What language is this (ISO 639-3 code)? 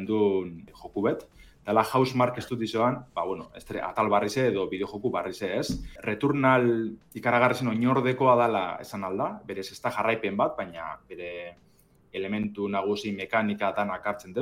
eus